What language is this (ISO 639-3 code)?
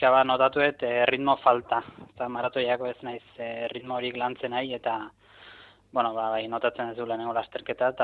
eus